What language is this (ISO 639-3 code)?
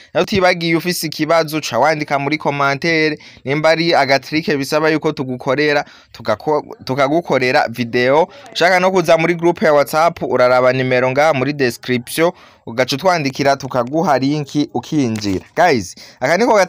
run